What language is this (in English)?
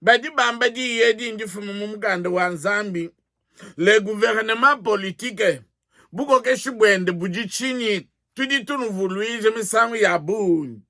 Luba-Lulua